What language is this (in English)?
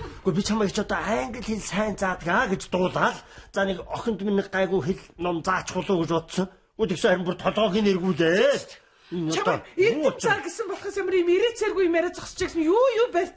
Mongolian